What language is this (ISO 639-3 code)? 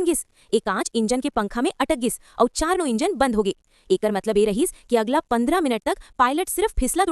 hne